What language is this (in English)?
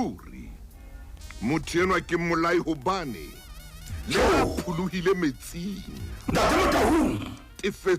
Southern Sotho